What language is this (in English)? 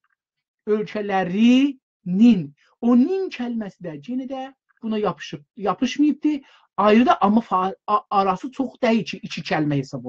South Azerbaijani